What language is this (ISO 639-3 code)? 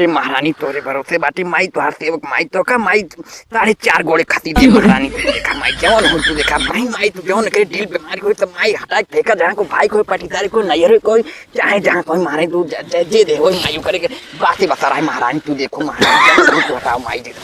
awa